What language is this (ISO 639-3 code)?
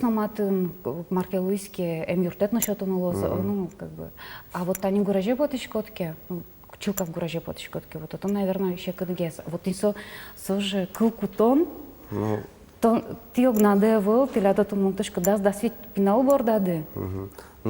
udm